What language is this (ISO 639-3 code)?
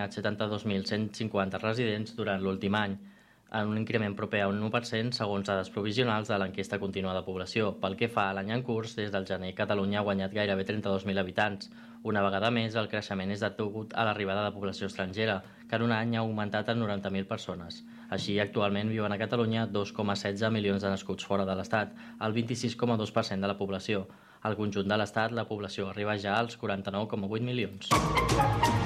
cat